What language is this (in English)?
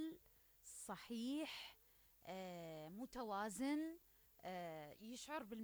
Mesopotamian Arabic